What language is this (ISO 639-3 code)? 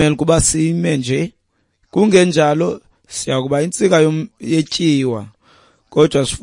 xho